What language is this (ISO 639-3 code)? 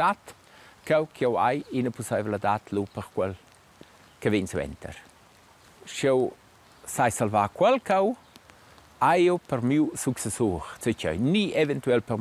roh